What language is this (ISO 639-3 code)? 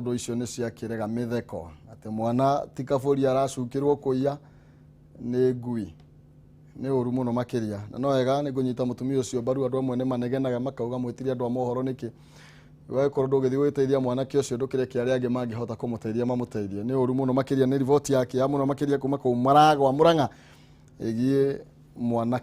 kik